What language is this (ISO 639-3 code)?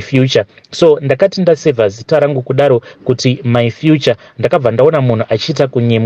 sna